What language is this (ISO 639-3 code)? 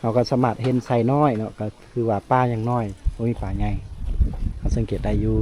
lao